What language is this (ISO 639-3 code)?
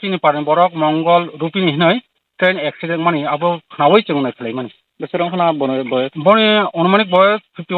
trp